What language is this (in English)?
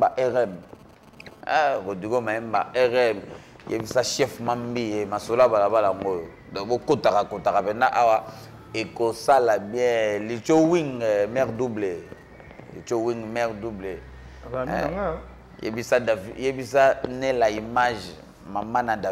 Lingala